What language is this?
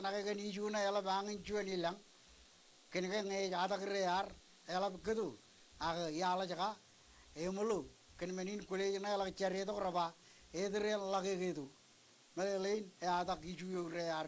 Marshallese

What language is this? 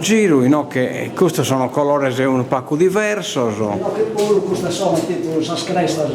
Sardinian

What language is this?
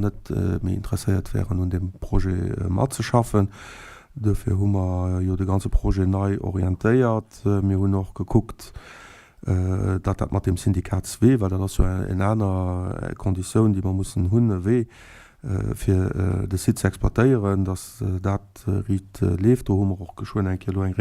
Luxembourgish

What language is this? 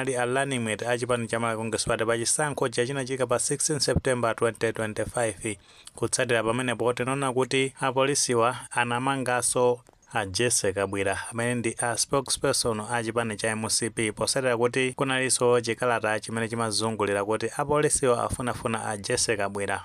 Nyanja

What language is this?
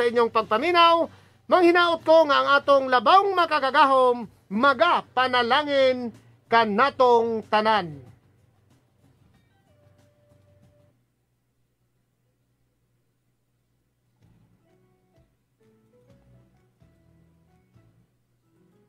Cebuano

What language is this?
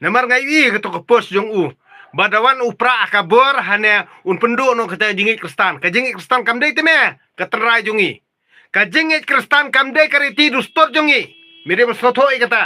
Khasi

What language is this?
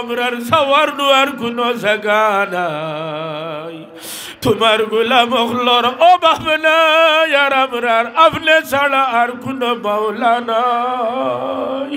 Sylheti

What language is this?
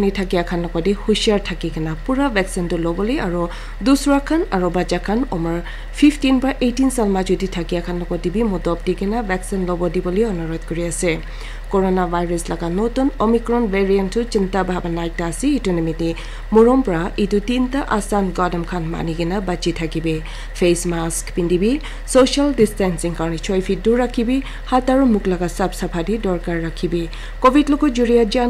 Naga Pidgin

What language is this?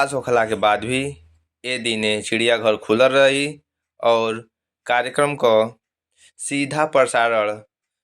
Bhojpuri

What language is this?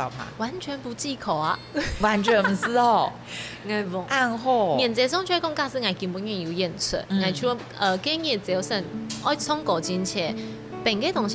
Hakka Chinese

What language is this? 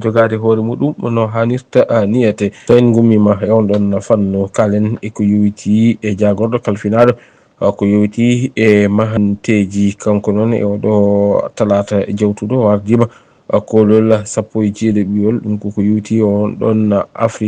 Fula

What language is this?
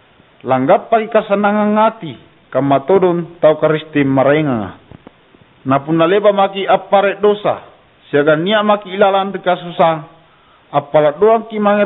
Makasar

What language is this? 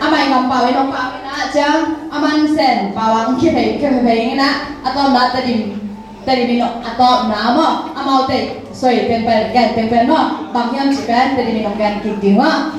Tedim Chin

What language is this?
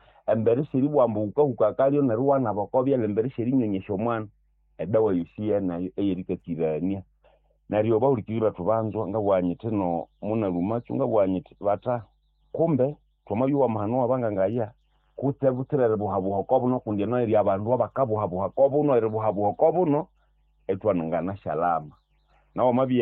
Nande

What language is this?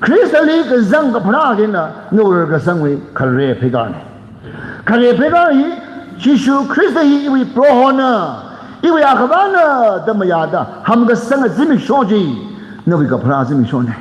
Tangkhul Naga (India)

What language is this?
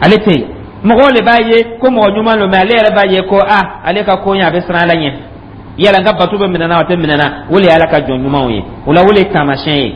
Dyula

